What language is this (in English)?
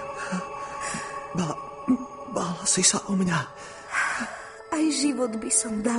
Slovak